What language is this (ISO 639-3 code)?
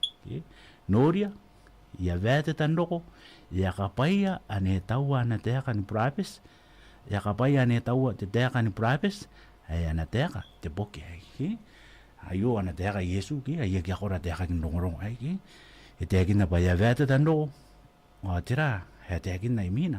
gil